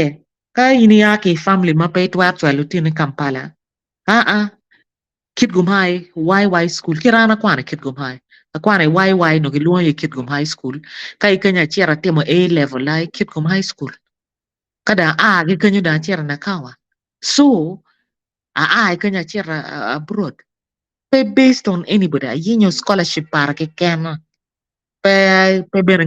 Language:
Acoli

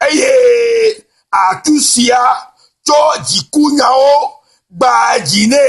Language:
Ewe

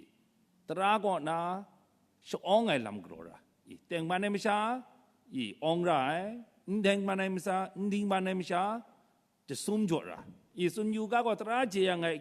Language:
Kachin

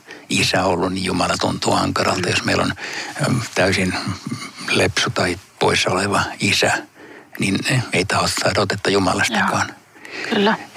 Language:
Finnish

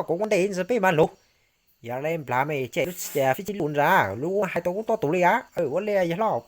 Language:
Hmong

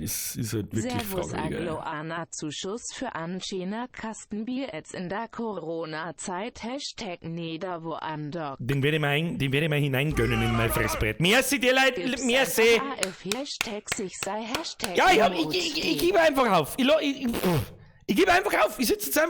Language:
Bavarian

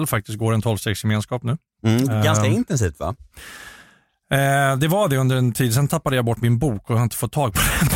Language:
Swedish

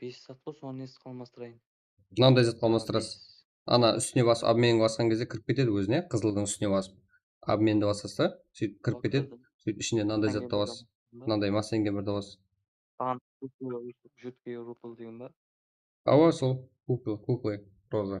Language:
Kara-Kalpak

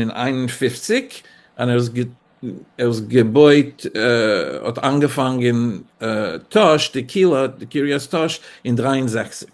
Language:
Yiddish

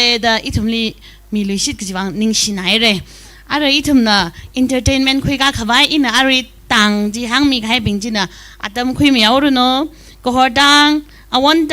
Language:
Tangkhul Naga (India)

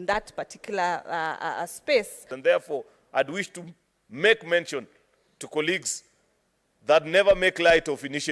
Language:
Kamba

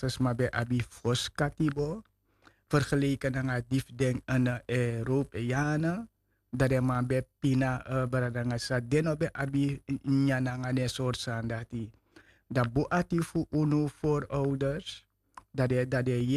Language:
Sranan Tongo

